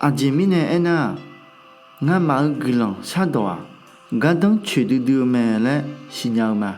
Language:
Akha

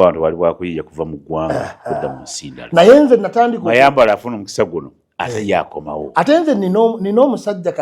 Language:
Ganda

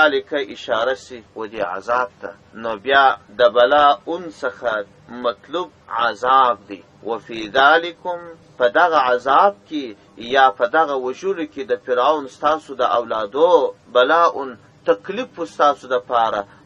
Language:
Pashto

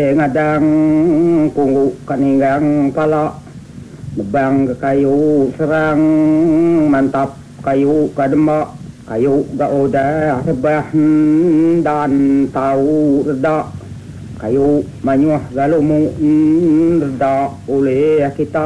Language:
Iban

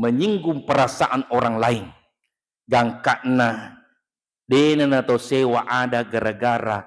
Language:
Buginese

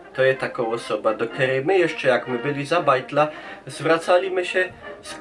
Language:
Silesian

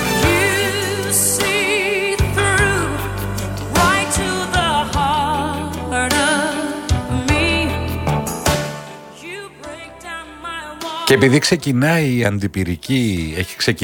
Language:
Greek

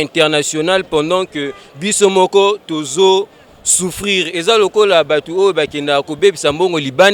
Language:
Lingala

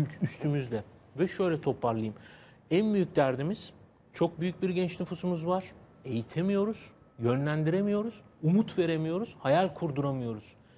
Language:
Turkish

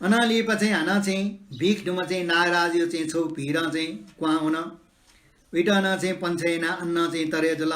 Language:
Newari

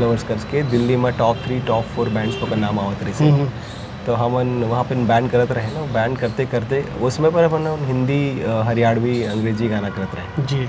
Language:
Chhattisgarhi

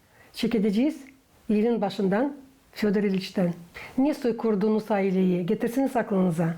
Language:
Gagauz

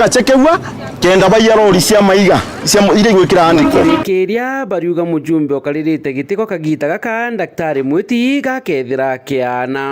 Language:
Meru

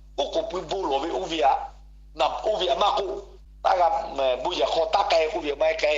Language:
Lahu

